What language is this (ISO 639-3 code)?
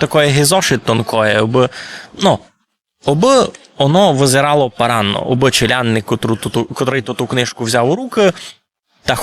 rue